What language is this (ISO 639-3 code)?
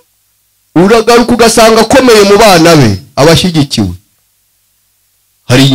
kin